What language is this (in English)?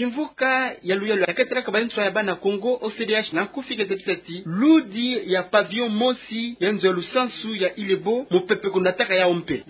Kituba (Democratic Republic of Congo)